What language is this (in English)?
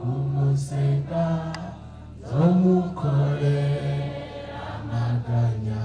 Rundi